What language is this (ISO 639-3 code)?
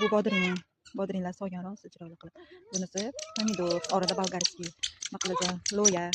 uzb